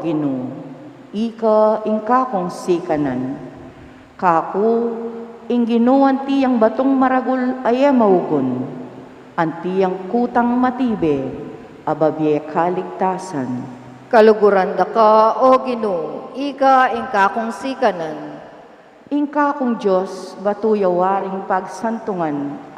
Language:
Pampanga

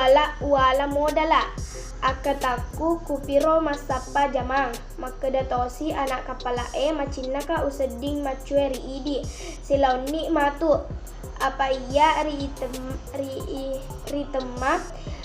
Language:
Buginese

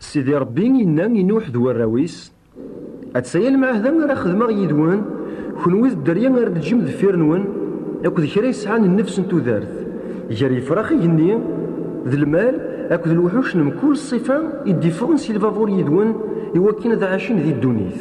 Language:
Kabyle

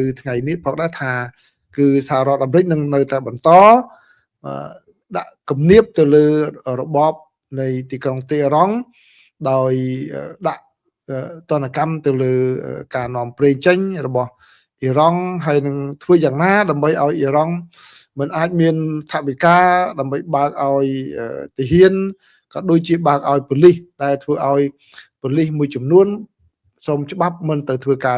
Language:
Khmer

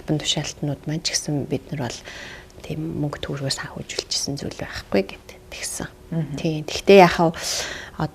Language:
Mongolian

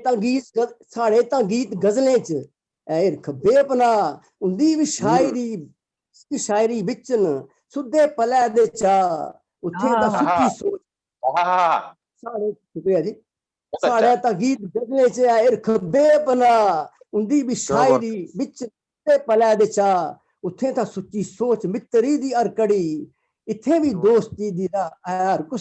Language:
Dogri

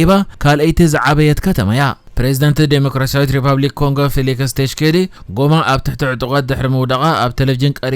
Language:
Tigrinya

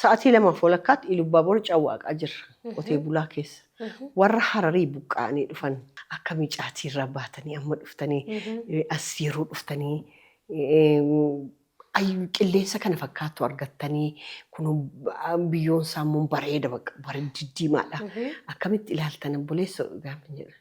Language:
Oromo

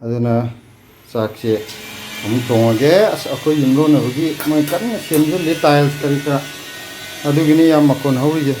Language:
Manipuri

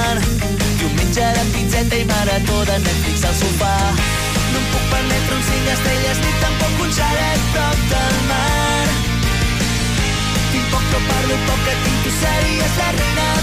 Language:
Catalan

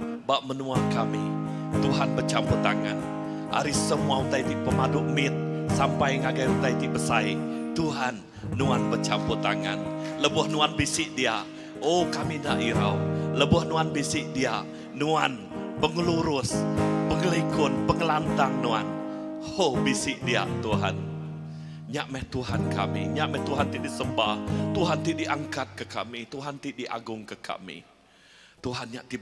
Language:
Iban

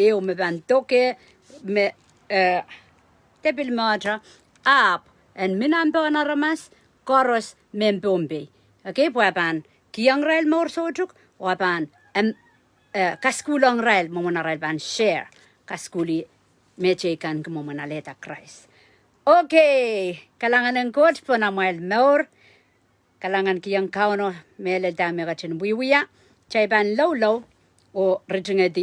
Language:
Pohnpeian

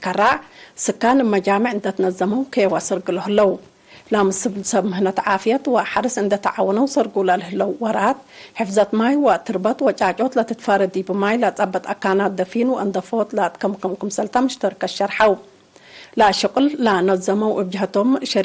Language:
Tigre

